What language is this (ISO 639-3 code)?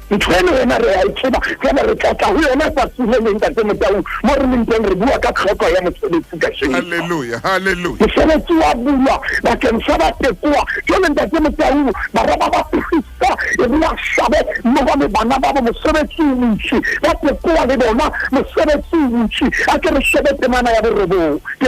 sot